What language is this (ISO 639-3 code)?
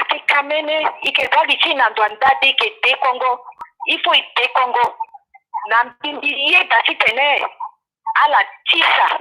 sag